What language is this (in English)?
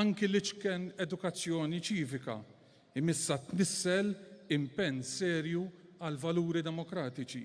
Maltese